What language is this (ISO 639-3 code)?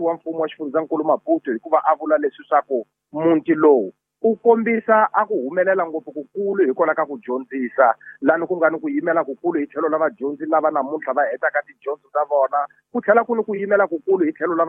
tso